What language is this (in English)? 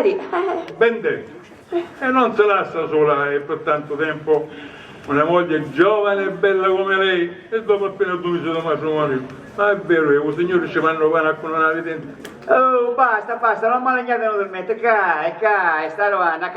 Sicilian